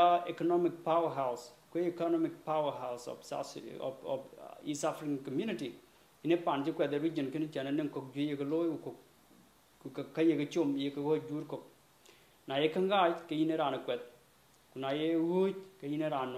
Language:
Dinka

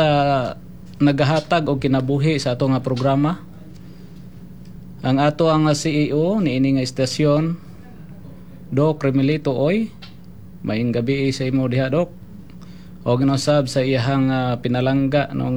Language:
Cebuano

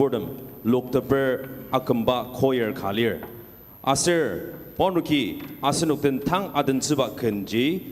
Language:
Ao Naga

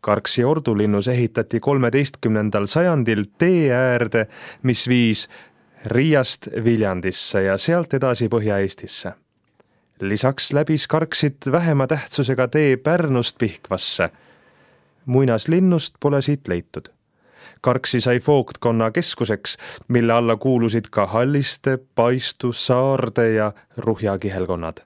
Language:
Estonian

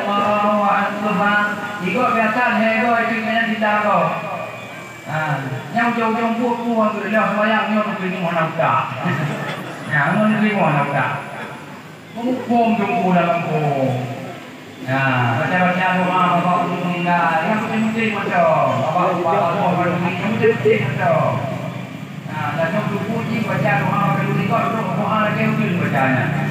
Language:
Achinese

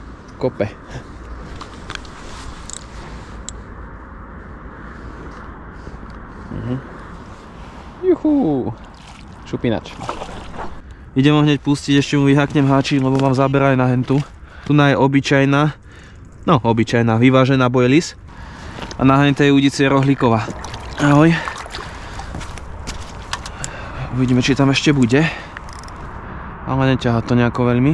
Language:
Slovak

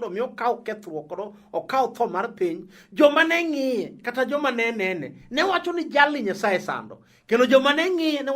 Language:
Luo (Kenya and Tanzania)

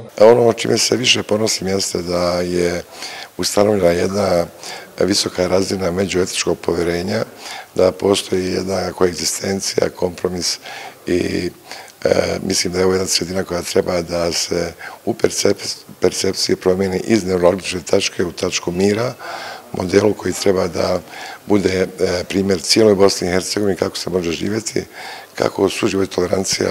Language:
Bosnian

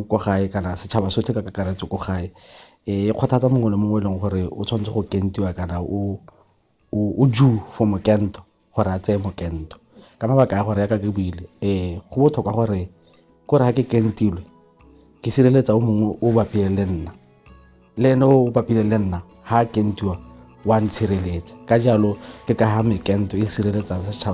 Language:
Tswana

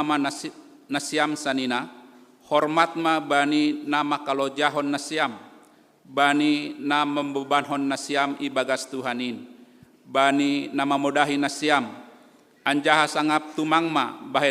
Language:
Batak Simalungun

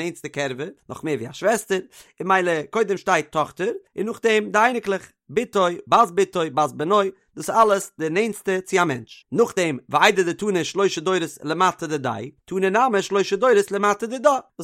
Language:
Yiddish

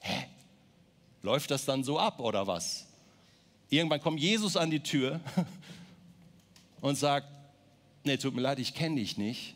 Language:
Swiss German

